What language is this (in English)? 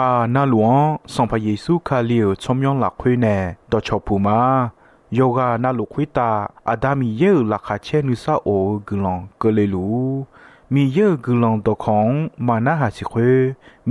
Akha